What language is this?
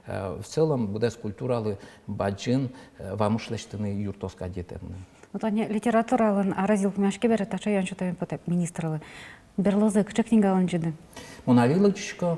Udmurt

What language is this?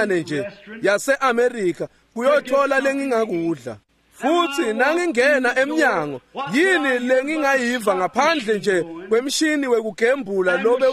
Swati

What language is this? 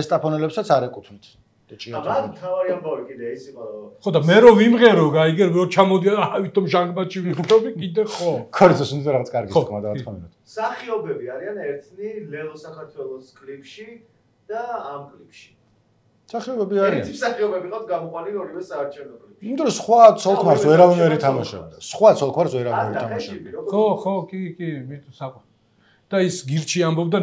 Georgian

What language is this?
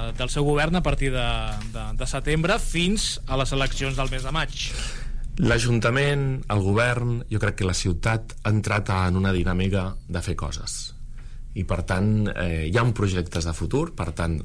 Catalan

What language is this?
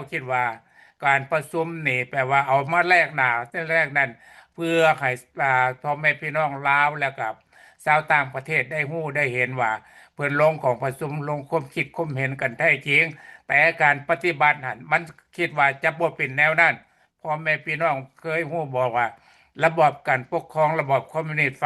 Lao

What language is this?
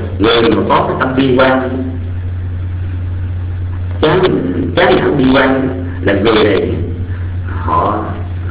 Vietnamese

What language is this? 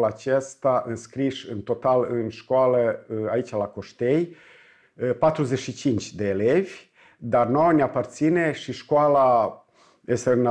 Romanian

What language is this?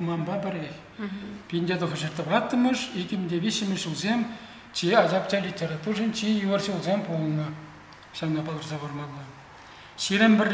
Chuvash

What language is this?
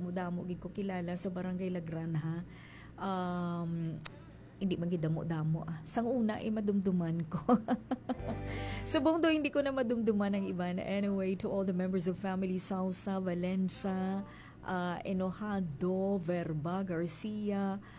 Hiligaynon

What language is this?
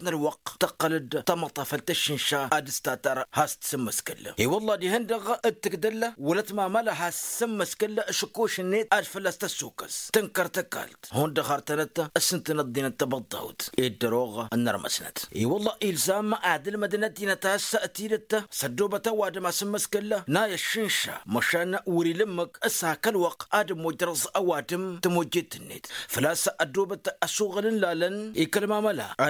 Tamasheq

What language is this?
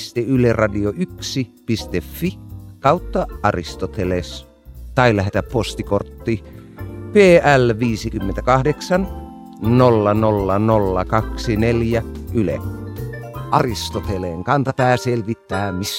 Finnish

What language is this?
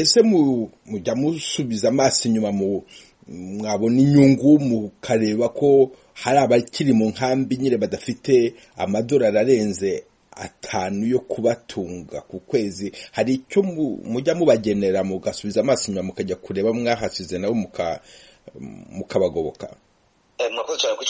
Kinyarwanda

